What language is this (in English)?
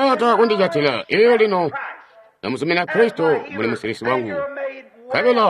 Tonga (Zambia)